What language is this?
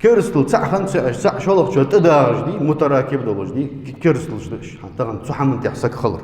Ingush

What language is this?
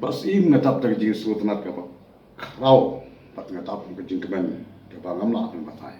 Khasi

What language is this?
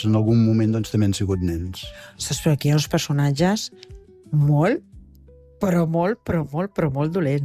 Catalan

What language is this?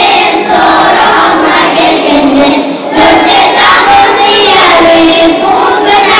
Kumyk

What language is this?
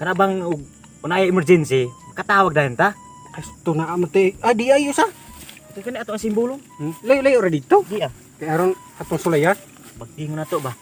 Cebuano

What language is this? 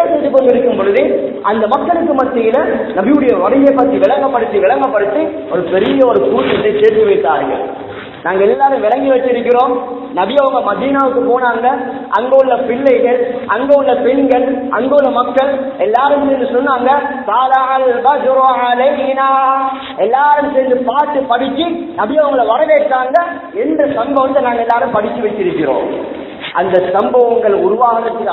Tamil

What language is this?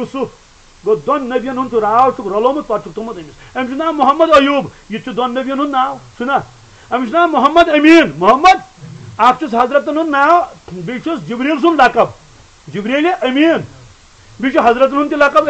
Kashmiri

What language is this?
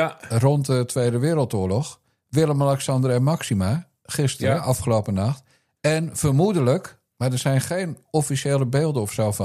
Dutch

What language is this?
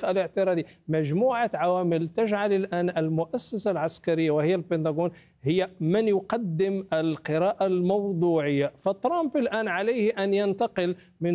Arabic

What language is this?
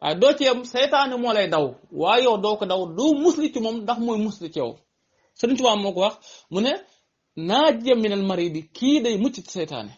Wolof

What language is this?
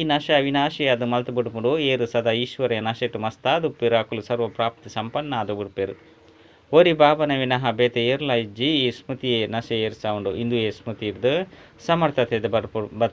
Tulu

